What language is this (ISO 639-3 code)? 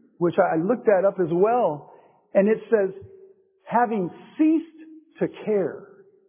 eng